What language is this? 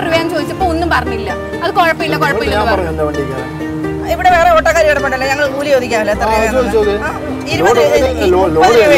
Malayalam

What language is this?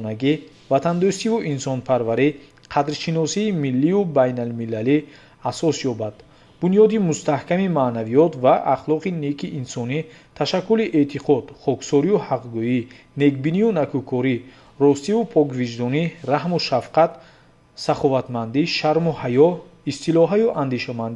Tajik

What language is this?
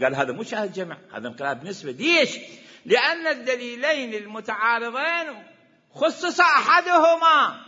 Mesopotamian Arabic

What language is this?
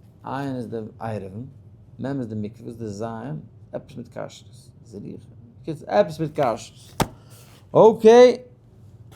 Yiddish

